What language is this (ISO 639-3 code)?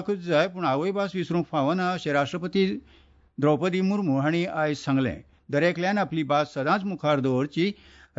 kok